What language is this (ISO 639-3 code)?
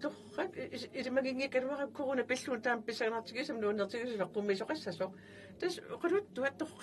kal